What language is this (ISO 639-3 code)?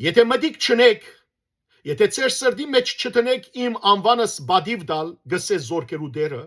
hyw